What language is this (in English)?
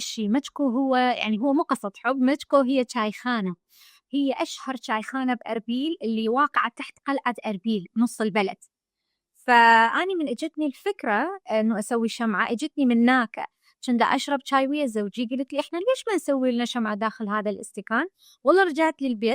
Mesopotamian Arabic